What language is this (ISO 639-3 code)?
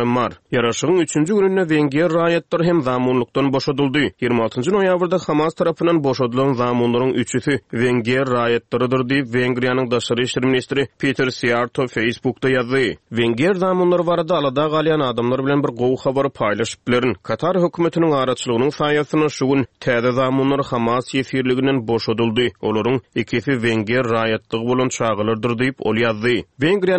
tuk